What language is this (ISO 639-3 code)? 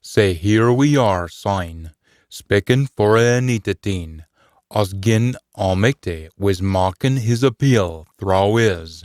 sco